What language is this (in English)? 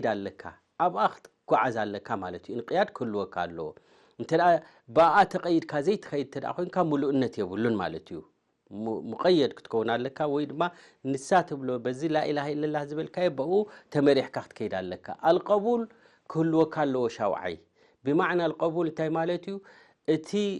Tigrinya